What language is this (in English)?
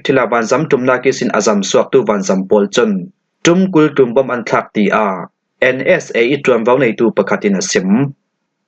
Falam Chin